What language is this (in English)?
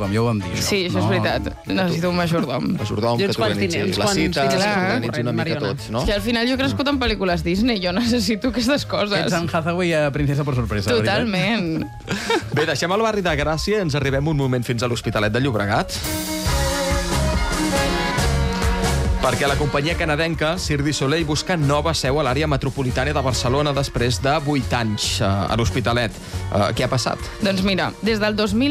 Catalan